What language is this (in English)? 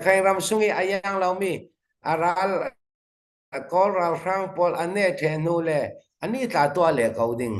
Hakha Chin